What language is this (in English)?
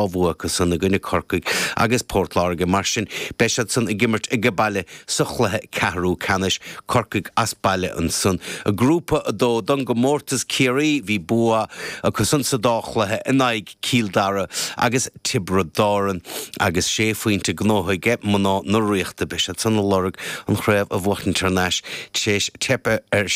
Irish